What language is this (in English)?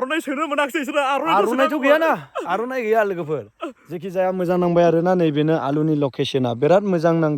Bodo